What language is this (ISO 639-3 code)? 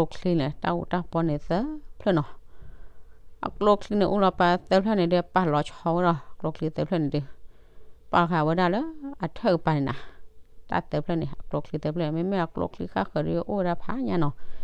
ksw